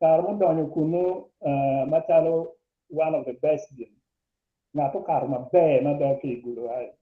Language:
Acoli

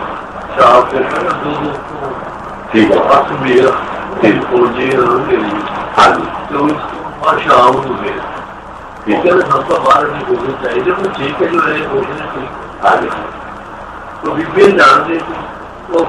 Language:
Punjabi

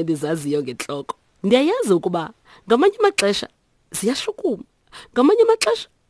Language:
Xhosa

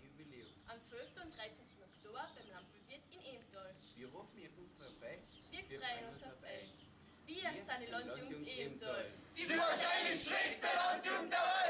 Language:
Bavarian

